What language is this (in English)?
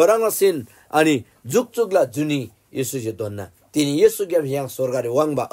Eastern Tamang